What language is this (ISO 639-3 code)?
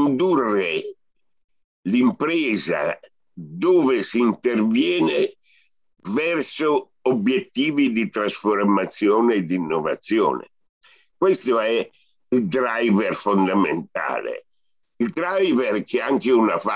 ita